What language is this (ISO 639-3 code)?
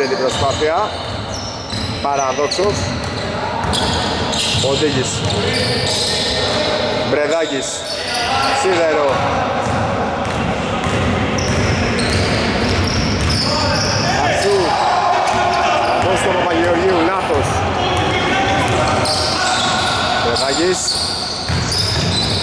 ell